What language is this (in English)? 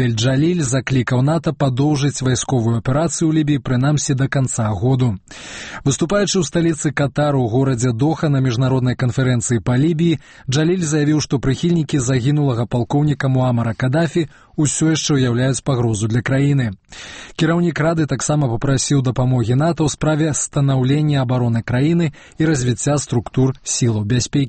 Belarusian